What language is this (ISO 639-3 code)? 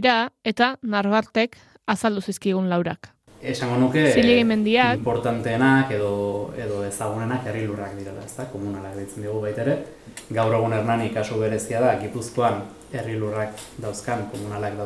eus